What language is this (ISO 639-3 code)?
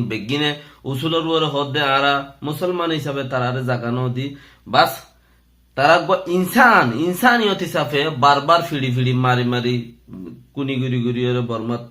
rhg